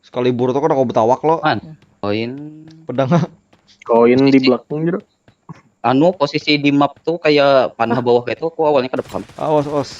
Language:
Banjar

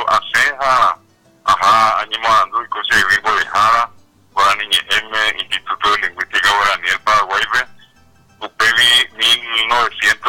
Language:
Guarani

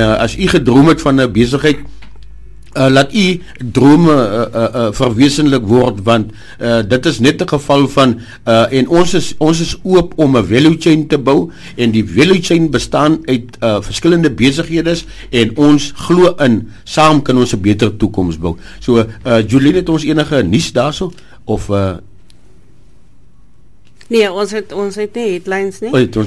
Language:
Afrikaans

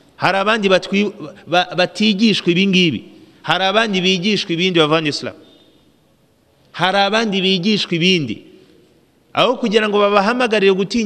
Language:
Kinyarwanda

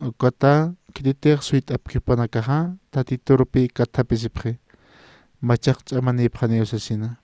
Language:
Aymara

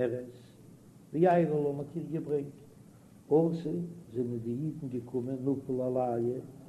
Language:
Yiddish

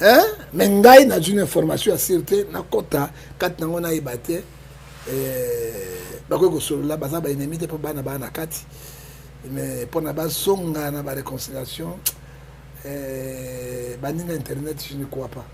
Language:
Lingala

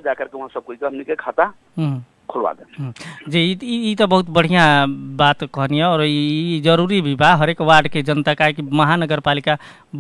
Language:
Bhojpuri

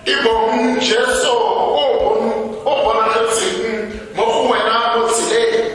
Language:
Tswana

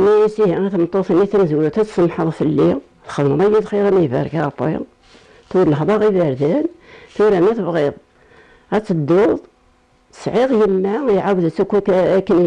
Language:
Kabyle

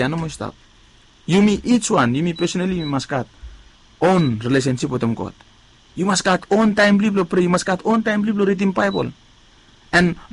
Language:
Bislama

